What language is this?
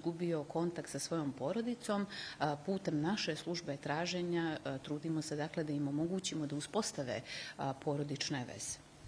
Serbian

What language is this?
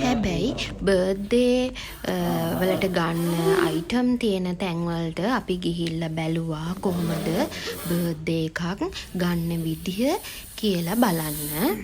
Sinhala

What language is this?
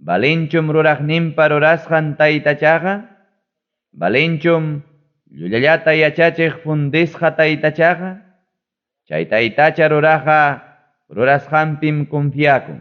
Ayacucho Quechua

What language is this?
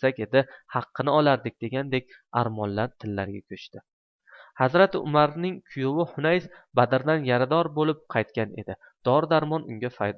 Uzbek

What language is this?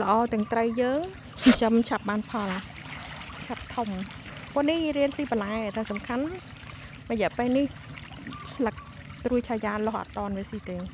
Khmer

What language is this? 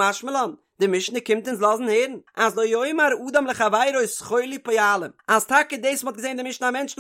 Yiddish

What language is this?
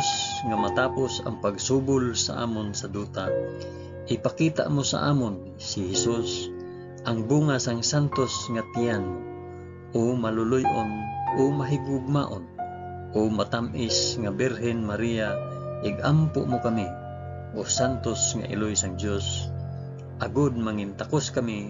Hiligaynon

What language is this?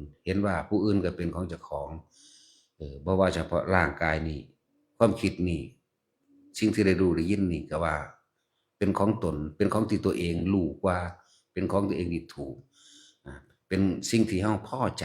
Northeastern Thai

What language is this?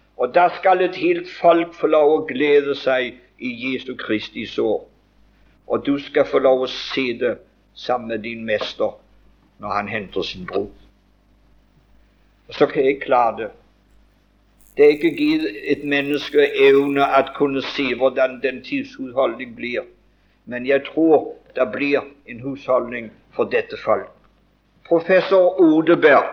Norwegian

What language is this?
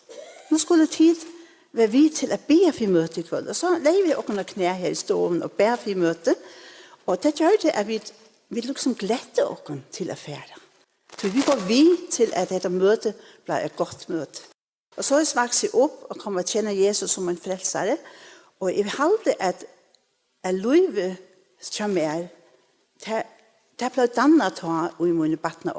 Faroese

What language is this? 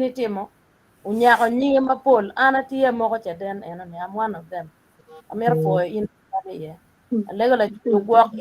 Acoli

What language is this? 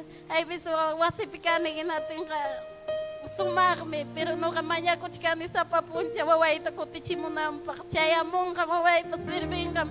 Ayacucho Quechua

